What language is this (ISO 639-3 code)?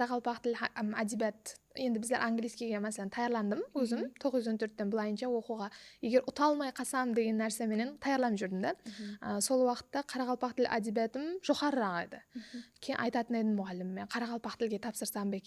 kaa